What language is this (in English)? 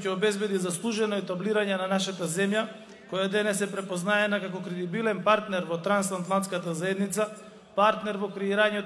Macedonian